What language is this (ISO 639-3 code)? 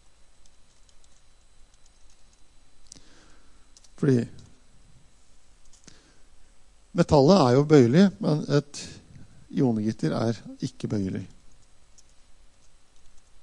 nor